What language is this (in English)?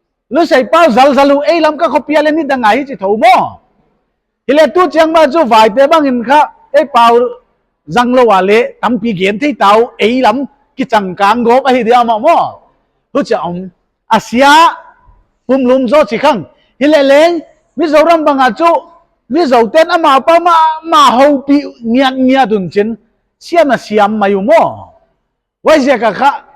Paite Chin